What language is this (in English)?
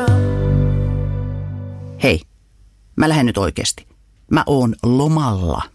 Finnish